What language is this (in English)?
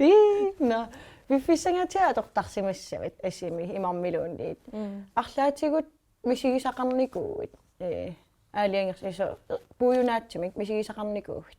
Kalaallisut